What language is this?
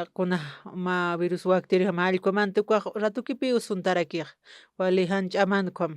Aymara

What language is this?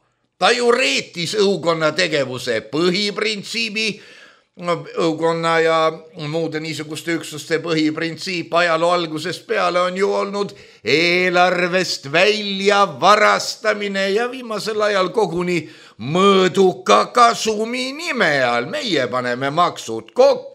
Estonian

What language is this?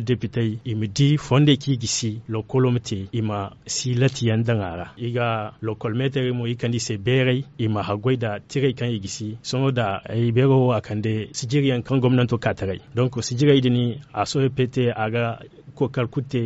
Zarma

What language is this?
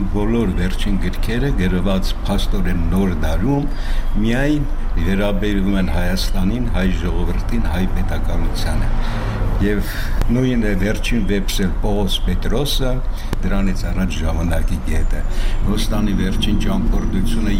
Armenian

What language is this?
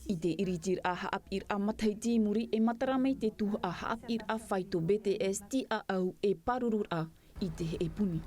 Tahitian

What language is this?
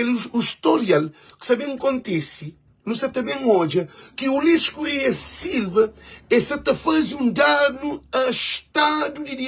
Kabuverdianu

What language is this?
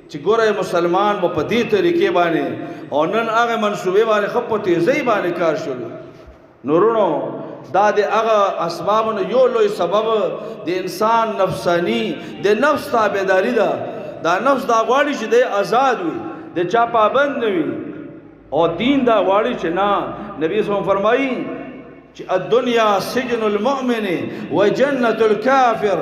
Pashto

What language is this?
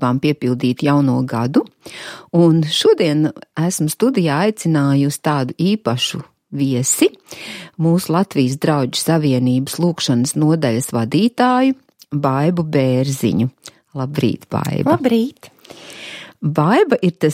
Latvian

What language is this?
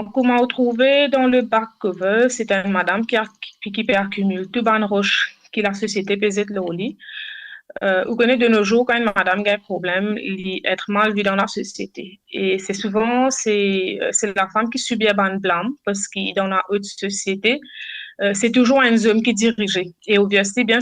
Morisyen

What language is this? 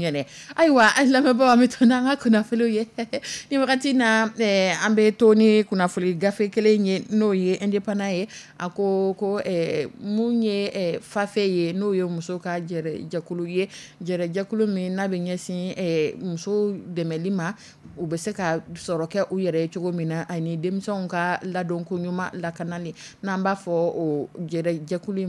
Dyula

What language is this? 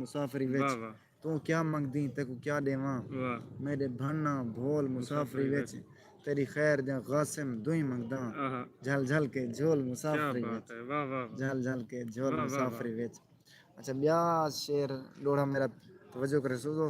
Saraiki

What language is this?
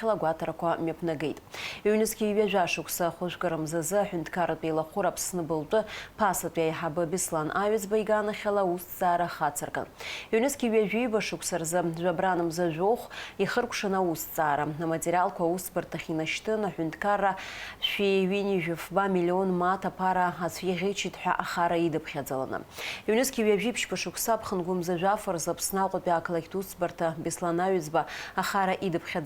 Abkhazian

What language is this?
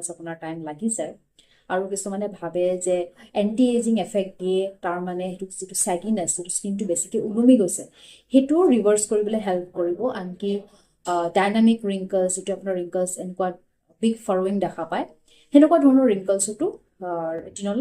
Assamese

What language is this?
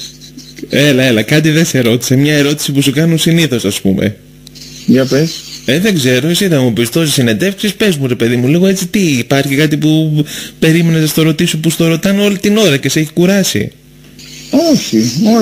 Greek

